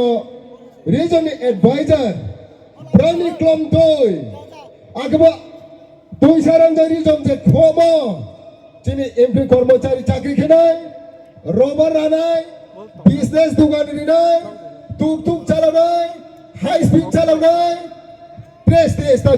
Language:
Riang (India)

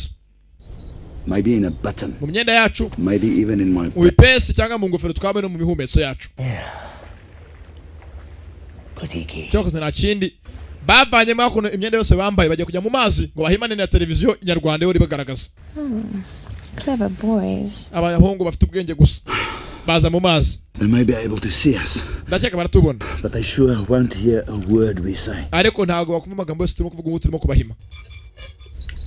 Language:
Kinyarwanda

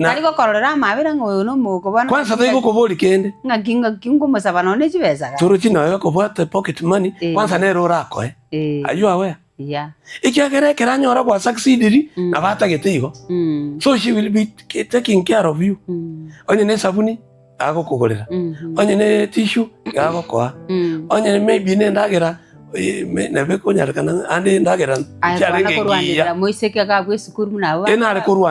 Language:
Gusii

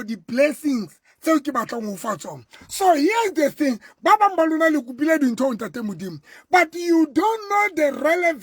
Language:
Southern Sotho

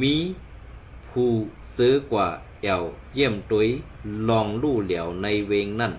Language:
Shan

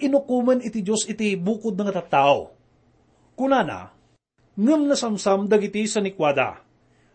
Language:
Iloko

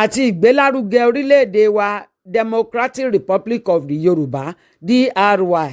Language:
Yoruba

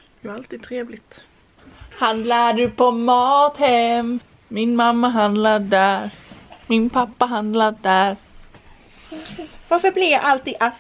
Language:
Swedish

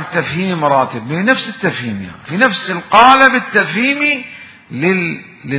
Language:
Mesopotamian Arabic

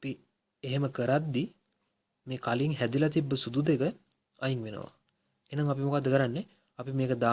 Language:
Sinhala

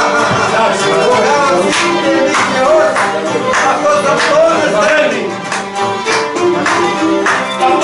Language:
Greek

